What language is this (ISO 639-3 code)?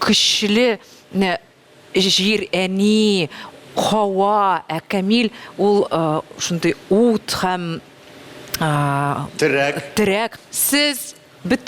tat